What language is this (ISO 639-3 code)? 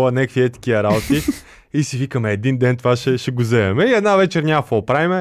bul